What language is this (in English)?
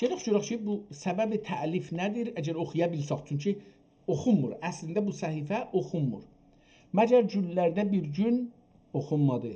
South Azerbaijani